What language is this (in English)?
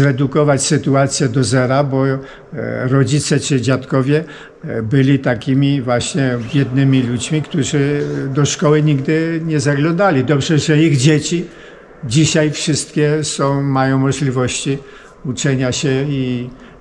Polish